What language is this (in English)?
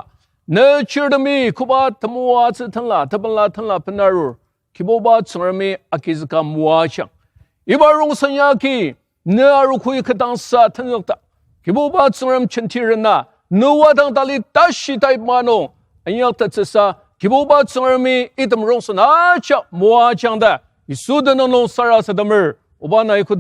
Ao Naga